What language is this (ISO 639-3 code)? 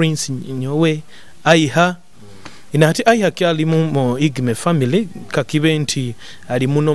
nyo